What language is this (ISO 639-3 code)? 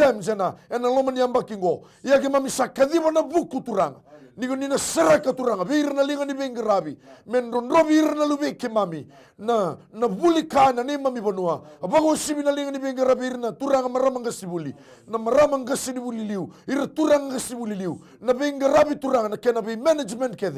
fij